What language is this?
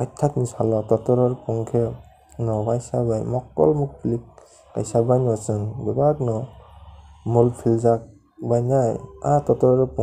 Kok Borok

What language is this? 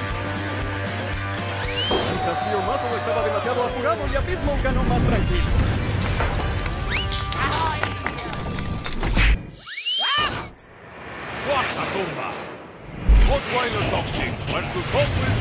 Spanish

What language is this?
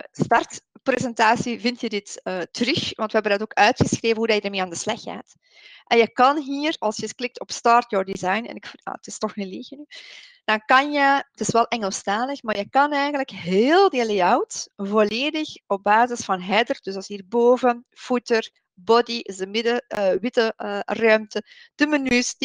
Dutch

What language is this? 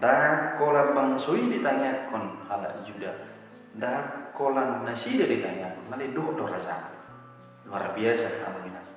Batak Toba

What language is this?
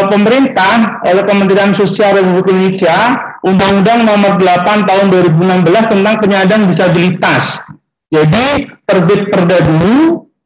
Indonesian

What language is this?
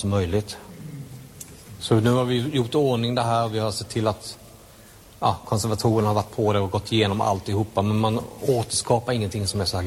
Swedish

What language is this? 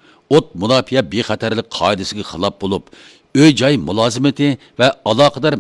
Uyghur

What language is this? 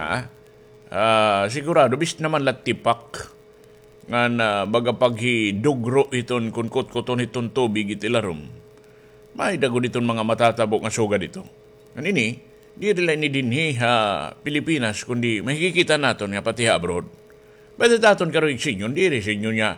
Waray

